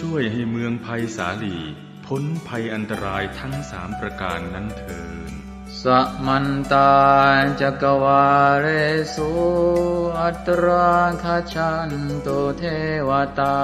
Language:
Pali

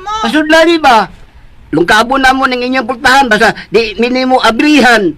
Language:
Cebuano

